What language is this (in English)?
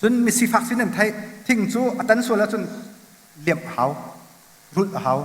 Hakha Chin